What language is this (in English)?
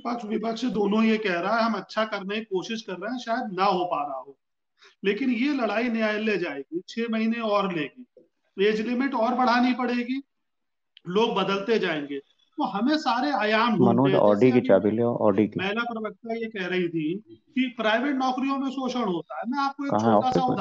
Hindi